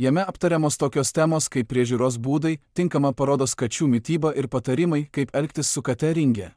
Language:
Lithuanian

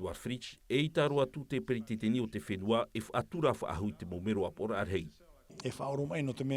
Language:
Tahitian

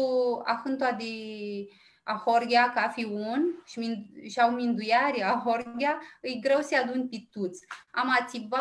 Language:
Aromanian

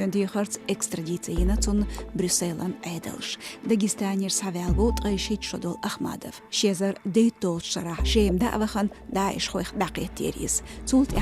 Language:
Chechen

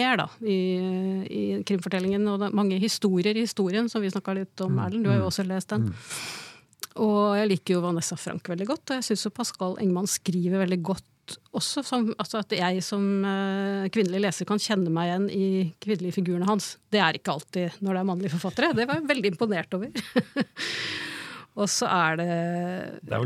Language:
Norwegian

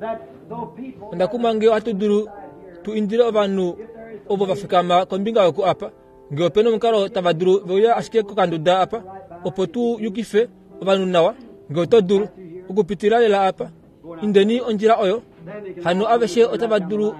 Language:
Kuanyama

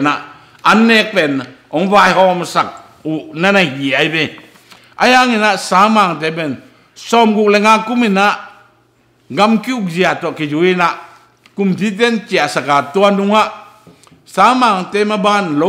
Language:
Tedim Chin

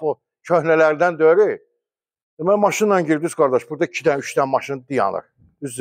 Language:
Azerbaijani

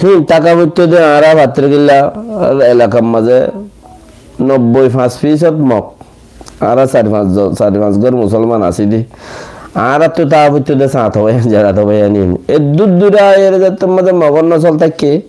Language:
Rohingya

